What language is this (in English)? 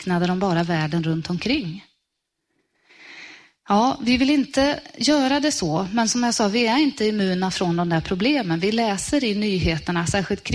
Swedish